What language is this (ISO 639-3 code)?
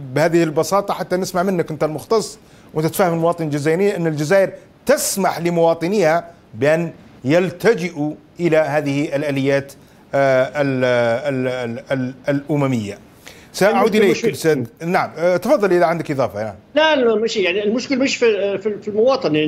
ara